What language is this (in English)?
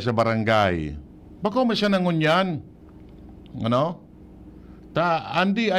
Bikol